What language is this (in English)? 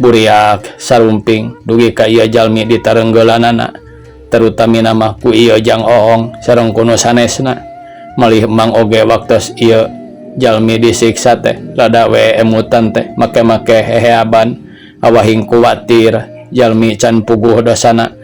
Sundanese